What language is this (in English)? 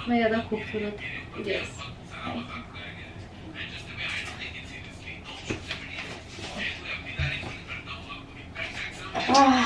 Hindi